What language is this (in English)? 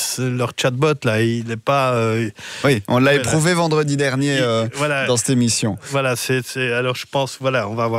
French